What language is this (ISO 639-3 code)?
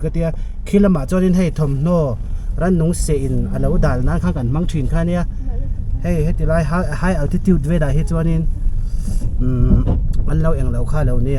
lus